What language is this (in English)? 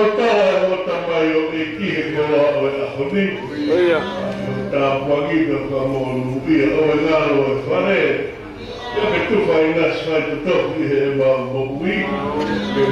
Tongan